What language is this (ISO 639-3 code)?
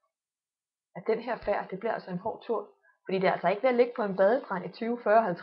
dan